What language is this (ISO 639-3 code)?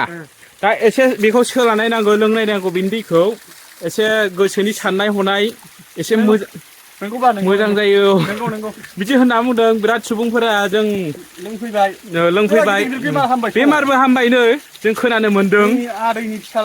brx